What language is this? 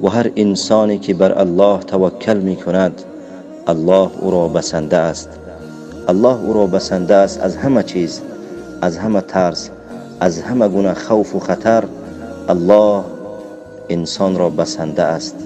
Tajik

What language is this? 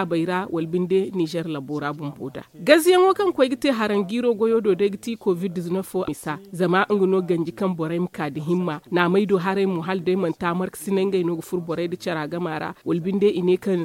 Zarma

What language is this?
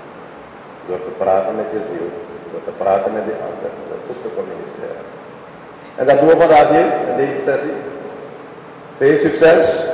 Dutch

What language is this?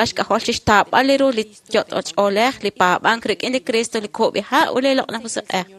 Kekchí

